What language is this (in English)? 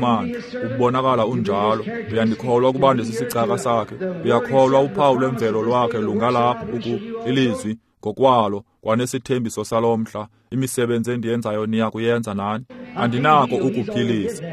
Xhosa